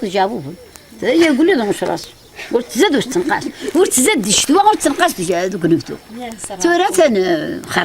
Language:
Kabyle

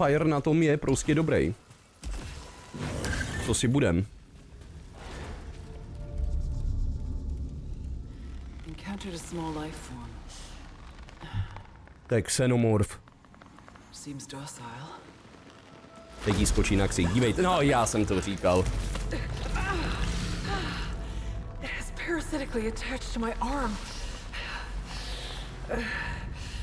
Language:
Czech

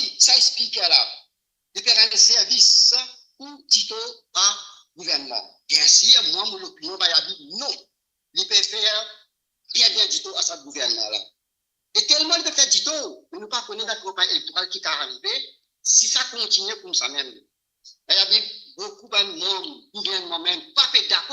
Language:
Morisyen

